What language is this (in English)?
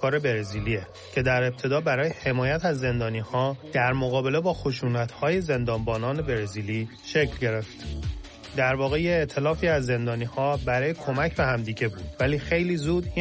Persian